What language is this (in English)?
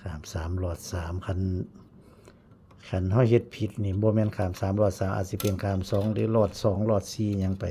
Northeastern Thai